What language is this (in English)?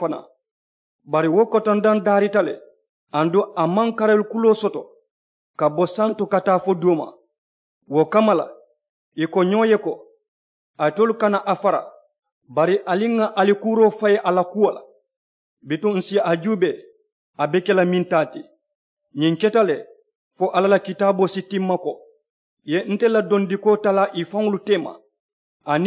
Mandingo